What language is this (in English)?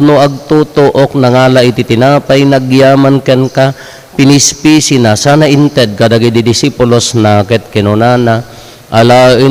Iloko